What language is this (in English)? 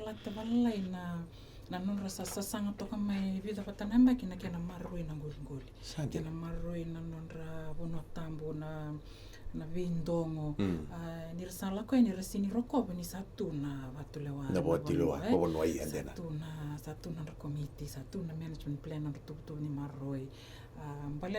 Fijian